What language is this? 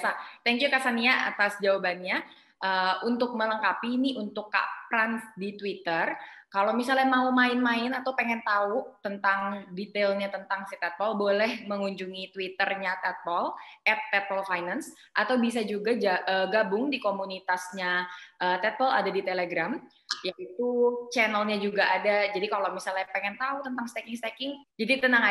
Indonesian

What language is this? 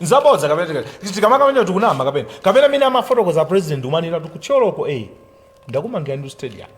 Nyanja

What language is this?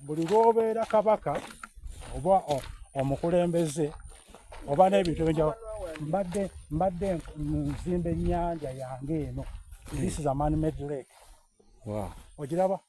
Soga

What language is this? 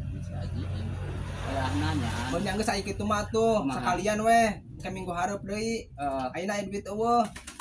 Sundanese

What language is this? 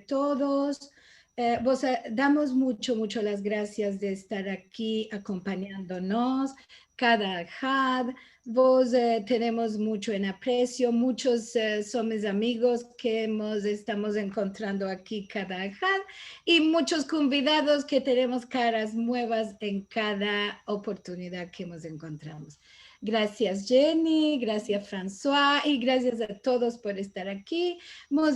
Ladino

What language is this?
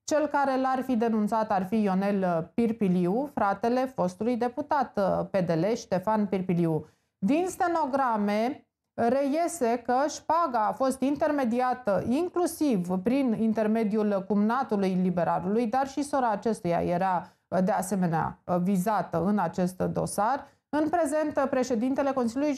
Romanian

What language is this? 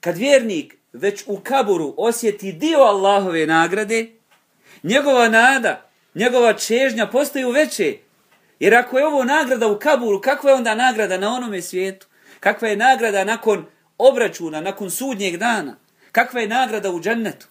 Bosnian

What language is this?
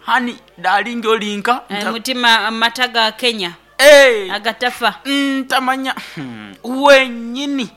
Nyoro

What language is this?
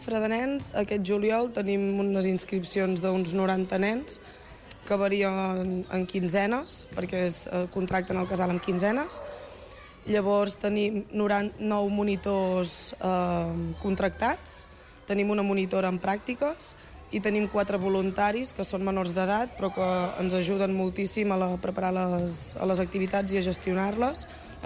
Catalan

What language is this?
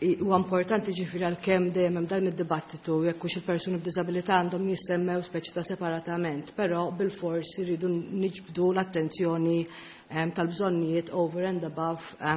Maltese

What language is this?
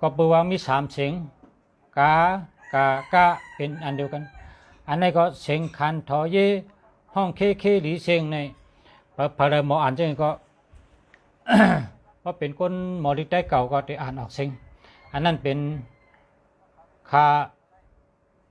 Shan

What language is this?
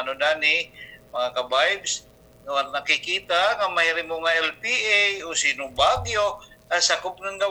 Waray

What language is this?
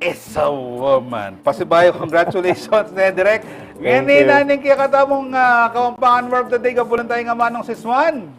Pampanga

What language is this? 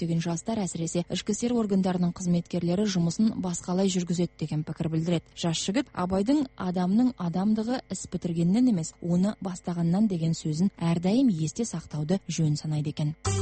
Kazakh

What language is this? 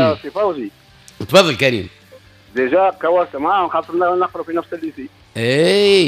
Tunisian Arabic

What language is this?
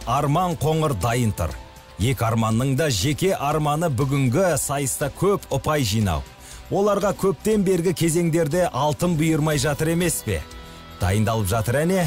Kazakh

